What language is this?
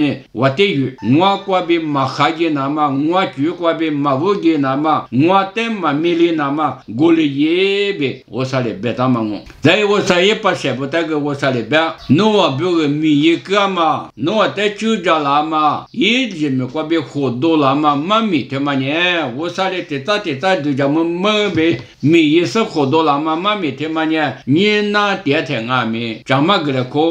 Lisu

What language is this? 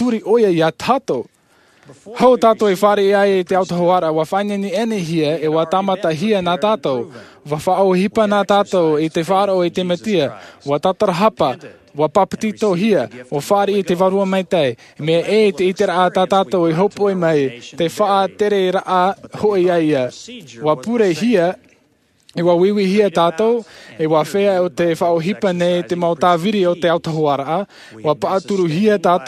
Tahitian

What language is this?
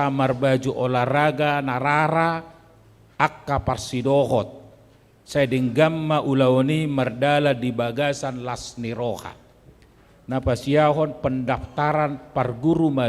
Batak Toba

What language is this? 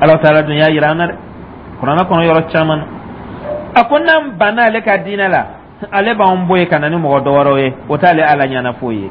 Dyula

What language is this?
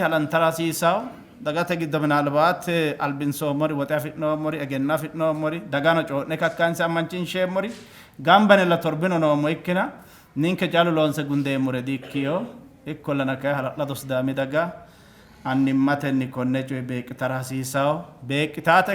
Sidamo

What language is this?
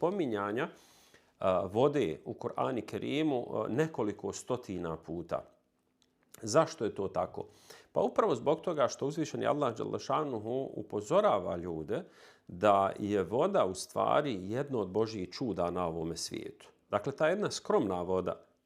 Bosnian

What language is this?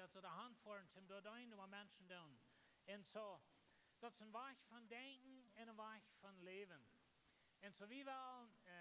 Plautdietsch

